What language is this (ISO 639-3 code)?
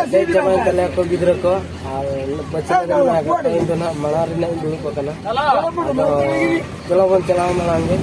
sat